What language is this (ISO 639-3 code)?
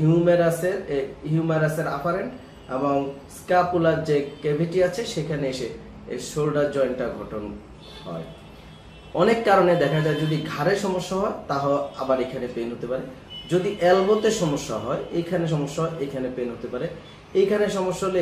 ben